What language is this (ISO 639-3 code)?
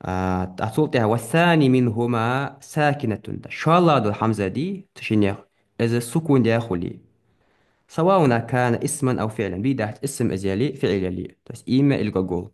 inh